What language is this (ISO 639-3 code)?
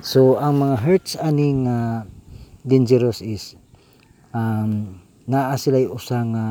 ceb